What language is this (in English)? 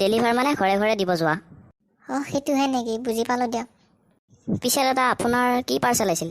Assamese